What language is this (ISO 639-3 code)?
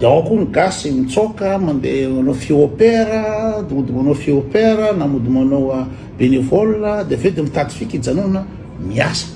mlg